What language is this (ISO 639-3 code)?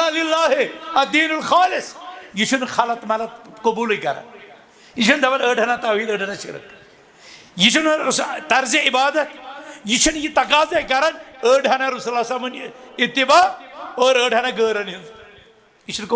kas